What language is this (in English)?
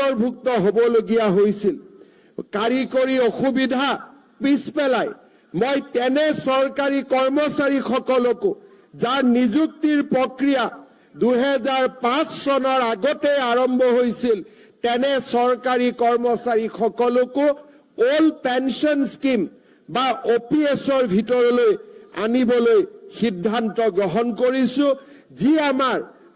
Assamese